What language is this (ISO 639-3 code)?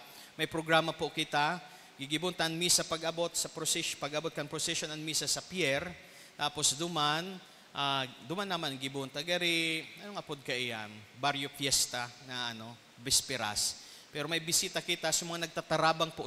bik